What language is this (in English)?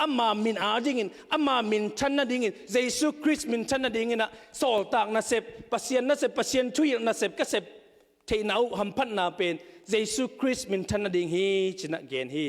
Tedim Chin